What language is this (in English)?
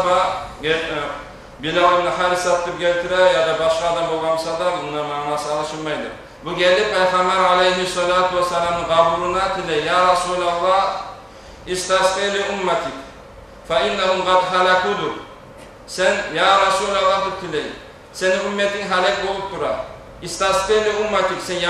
Kumyk